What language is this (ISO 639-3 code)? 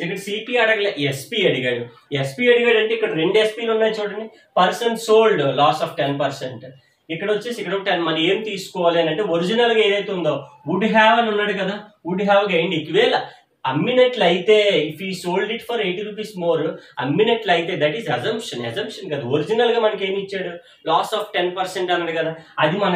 tel